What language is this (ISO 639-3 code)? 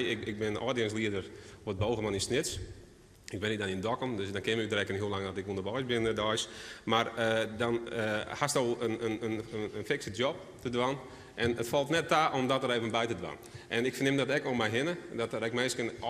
fry